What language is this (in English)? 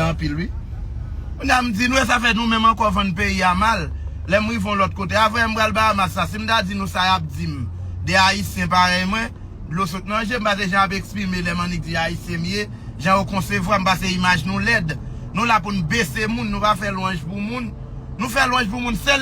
Haitian Creole